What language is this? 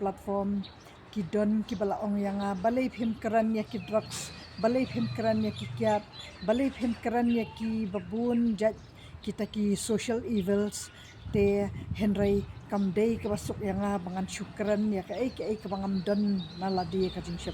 Khasi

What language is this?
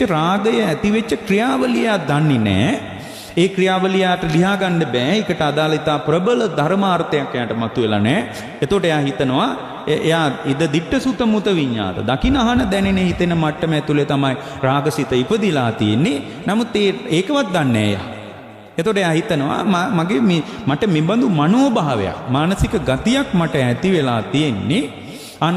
Sinhala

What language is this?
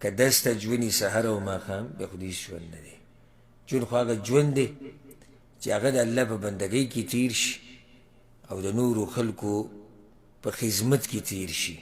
Pashto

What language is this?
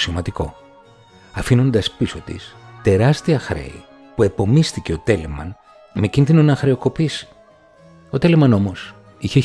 Greek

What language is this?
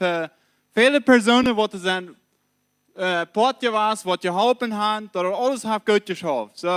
Plautdietsch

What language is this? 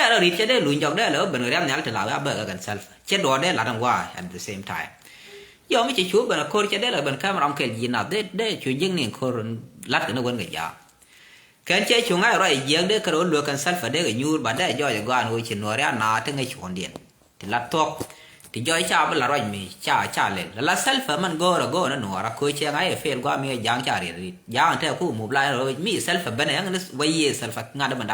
Nuer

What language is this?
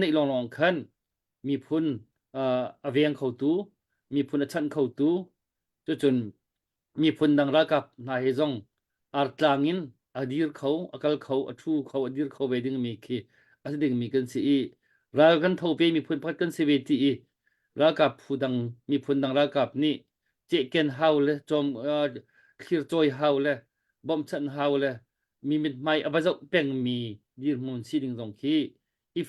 Hakha Chin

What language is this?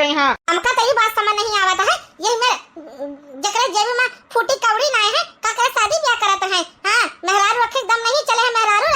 Awadhi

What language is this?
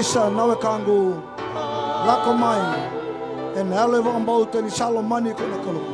Fijian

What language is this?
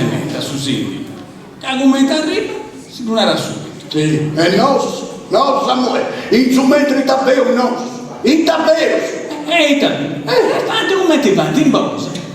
Sardinian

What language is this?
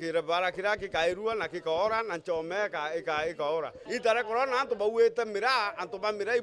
Meru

